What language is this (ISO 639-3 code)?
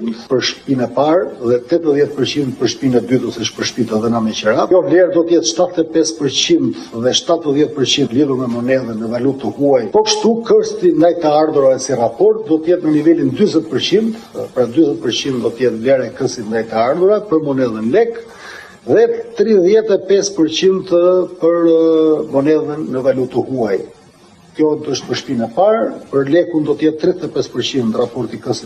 sqi